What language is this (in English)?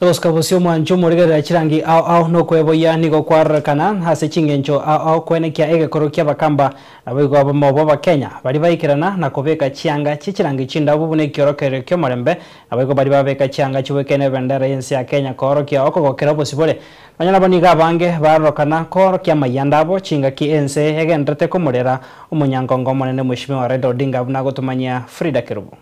Gusii